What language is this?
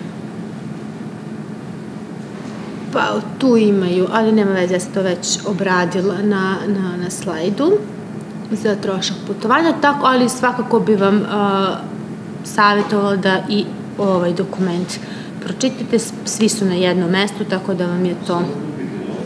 Serbian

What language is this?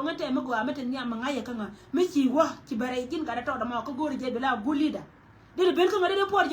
Nuer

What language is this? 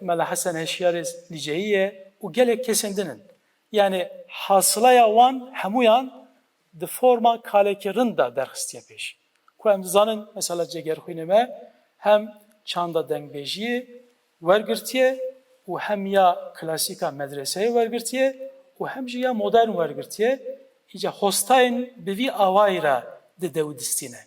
Kurdish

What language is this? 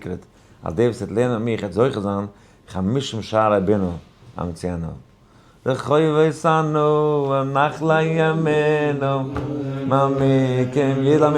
Yiddish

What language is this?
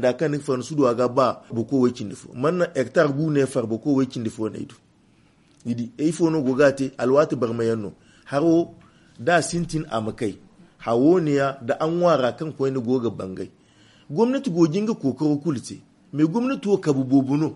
Zarma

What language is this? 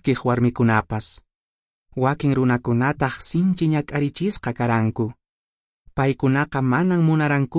Quechua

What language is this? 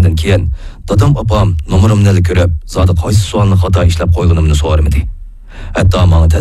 Uyghur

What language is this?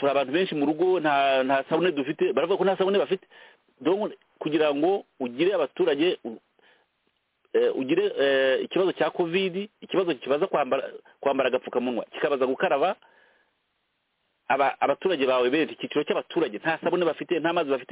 Kinyarwanda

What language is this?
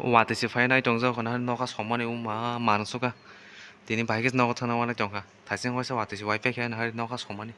Kok Borok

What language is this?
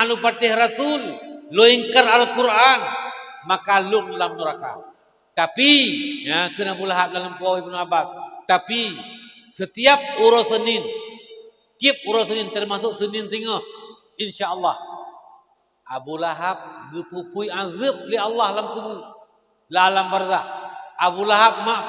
Achinese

